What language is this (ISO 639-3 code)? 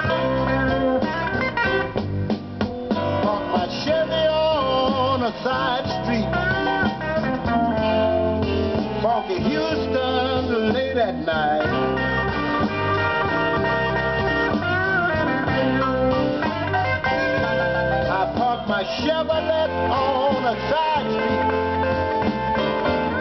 eng